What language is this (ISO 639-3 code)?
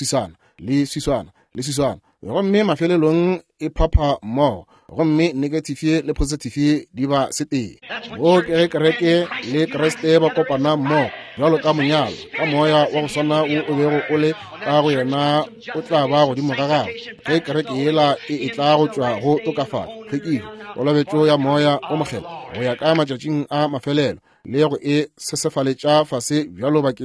nso